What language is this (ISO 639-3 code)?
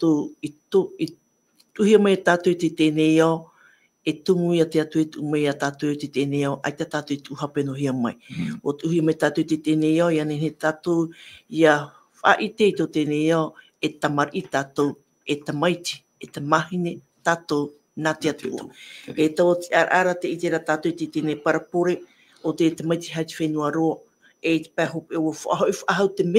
tah